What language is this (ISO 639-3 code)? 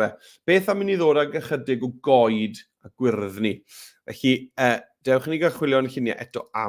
cym